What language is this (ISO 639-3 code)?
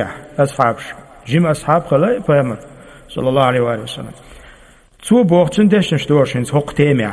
che